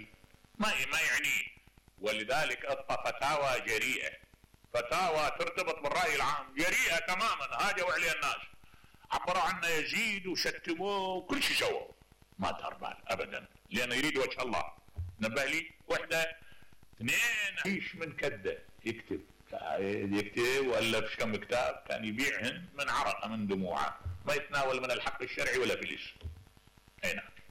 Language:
Mesopotamian Arabic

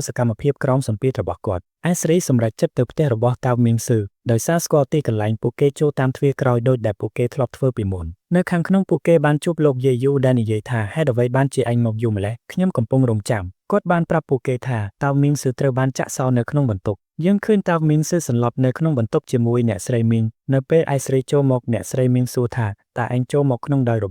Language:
Khmer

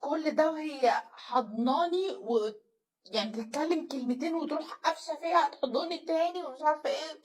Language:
Egyptian Arabic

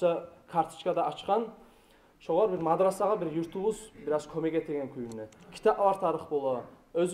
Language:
Kumyk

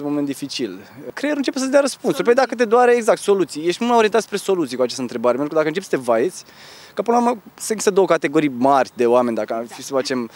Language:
Romanian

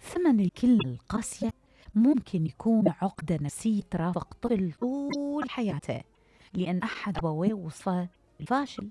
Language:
Mesopotamian Arabic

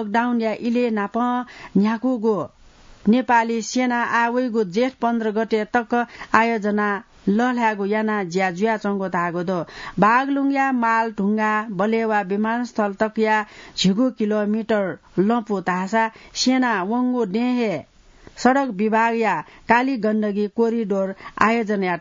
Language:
Newari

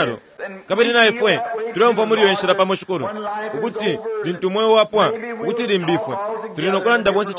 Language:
Bemba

